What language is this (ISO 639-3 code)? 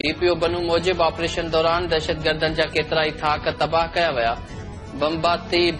snd